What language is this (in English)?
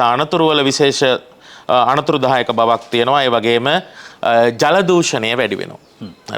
Sinhala